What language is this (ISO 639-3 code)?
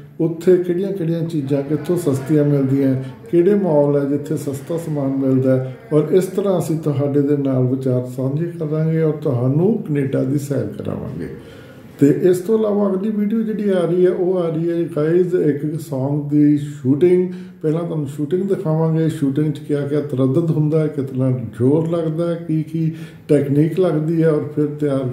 pan